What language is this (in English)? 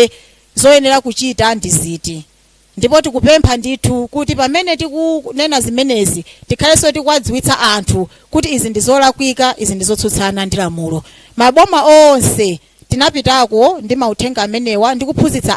Nyanja